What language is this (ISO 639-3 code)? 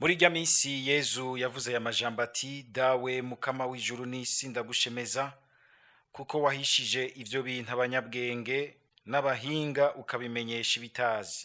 run